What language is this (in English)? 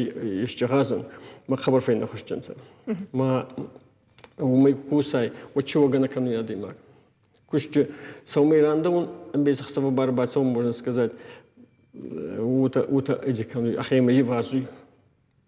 Ossetic